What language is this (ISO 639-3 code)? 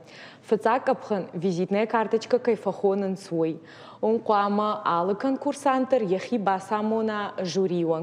oss